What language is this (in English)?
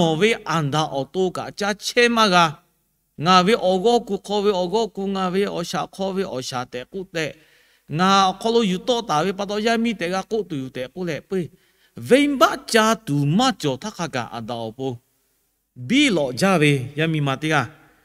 Lahu